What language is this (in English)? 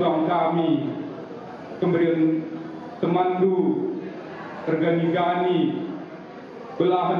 Batak Karo